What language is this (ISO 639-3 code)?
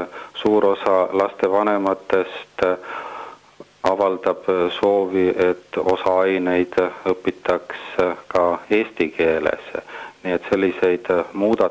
est